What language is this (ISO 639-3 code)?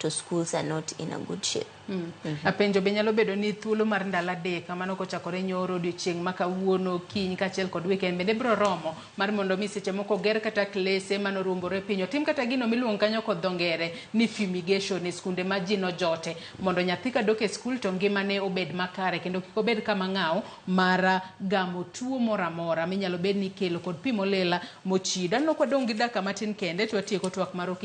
luo